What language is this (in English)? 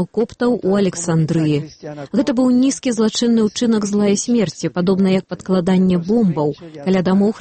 Belarusian